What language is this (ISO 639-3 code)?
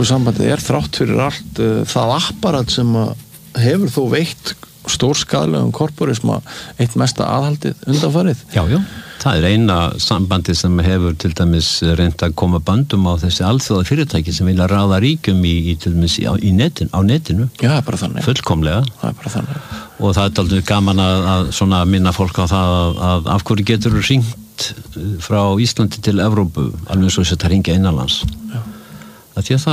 isl